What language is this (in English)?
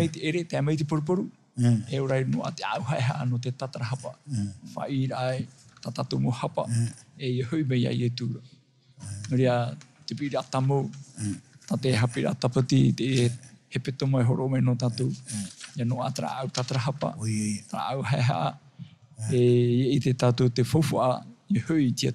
Tahitian